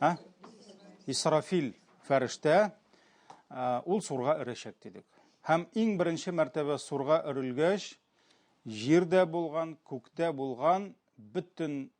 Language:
Tatar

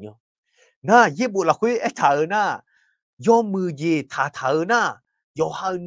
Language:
Akha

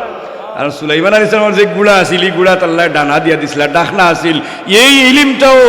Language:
Sylheti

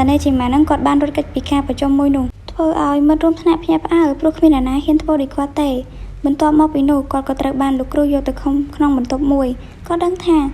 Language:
Khmer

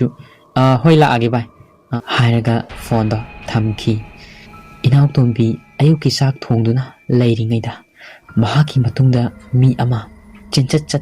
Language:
Manipuri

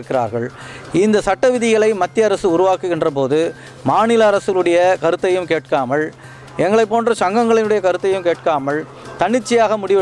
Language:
Tamil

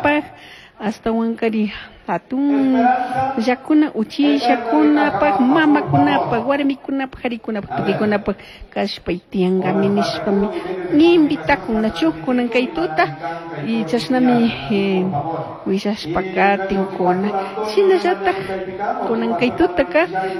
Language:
Chimborazo Highland Quichua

